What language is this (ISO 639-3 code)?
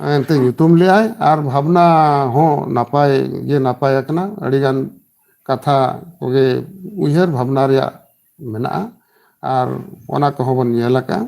sat